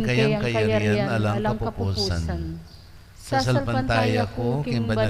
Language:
Pampanga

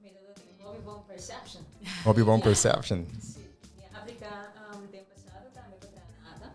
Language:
Papiamento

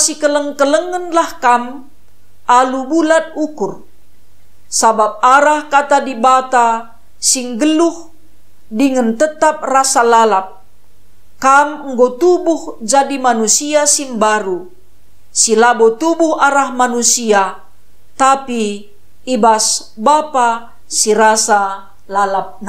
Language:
Batak Karo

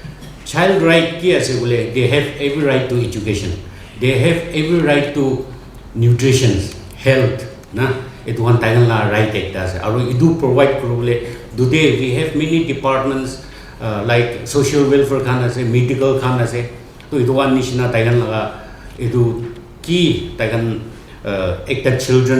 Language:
Naga Pidgin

